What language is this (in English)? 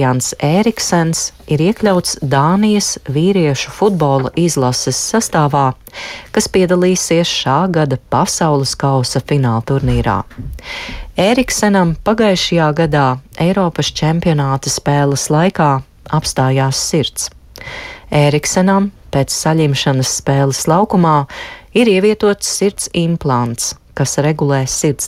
Latvian